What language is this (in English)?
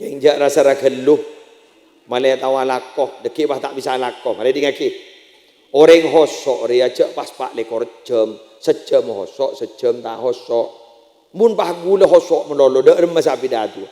Madurese